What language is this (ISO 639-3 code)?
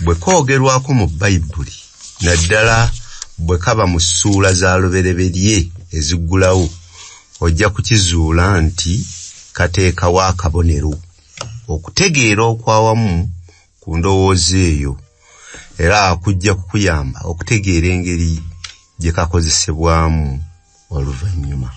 lug